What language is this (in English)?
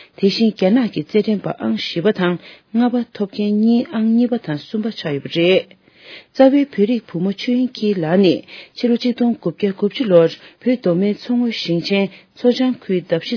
Tibetan